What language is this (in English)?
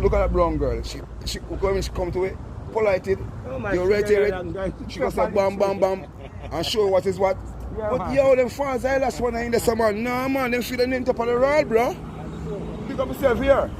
Jamaican Creole English